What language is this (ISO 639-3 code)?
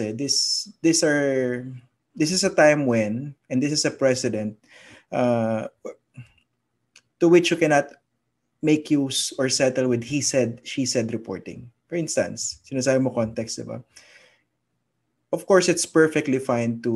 fil